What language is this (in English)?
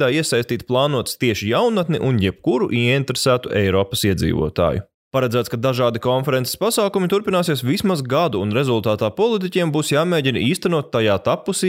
Latvian